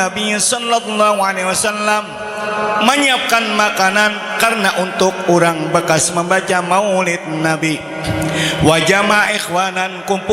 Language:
Banjar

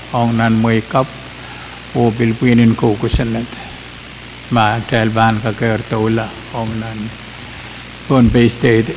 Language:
Pohnpeian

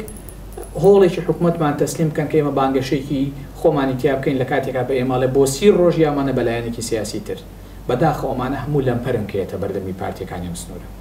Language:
Central Kurdish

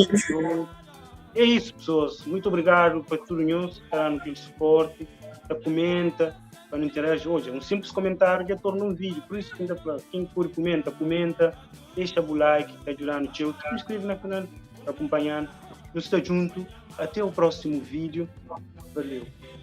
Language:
Kabuverdianu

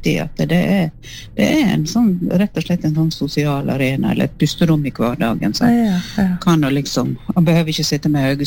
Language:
Norwegian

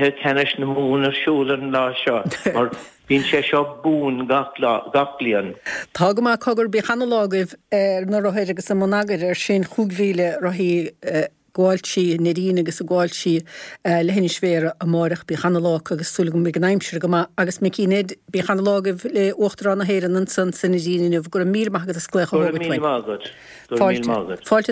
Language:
Irish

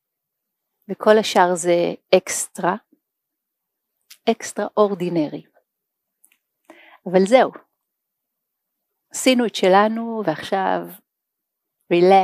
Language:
Hebrew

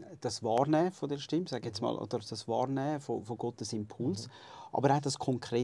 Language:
Swiss German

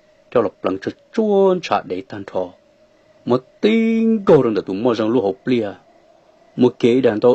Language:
Hmong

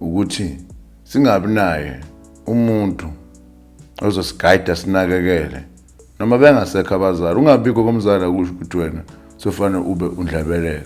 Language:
Zulu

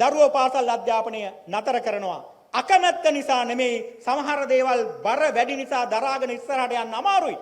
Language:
Sinhala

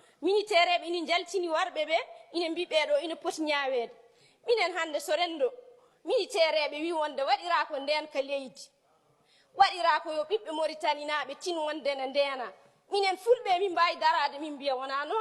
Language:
Fula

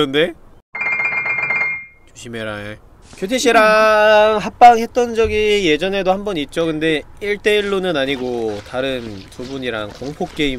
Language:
Korean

